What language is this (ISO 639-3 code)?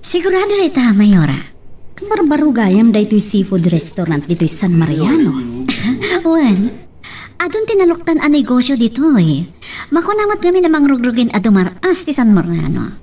ilo